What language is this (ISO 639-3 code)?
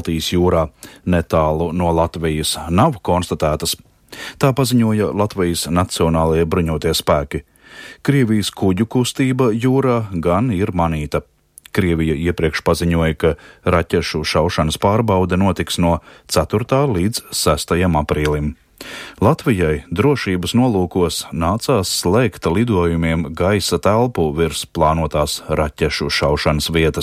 lav